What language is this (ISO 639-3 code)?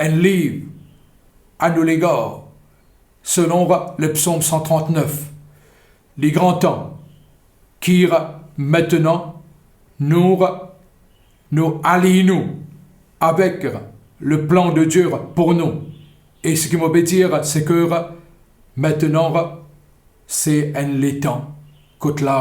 mfe